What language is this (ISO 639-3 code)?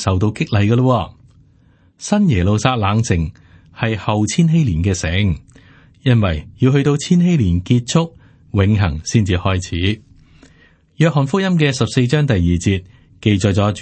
yue